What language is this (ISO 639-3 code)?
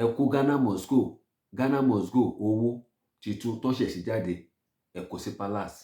yor